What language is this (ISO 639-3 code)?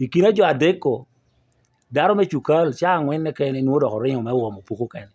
laj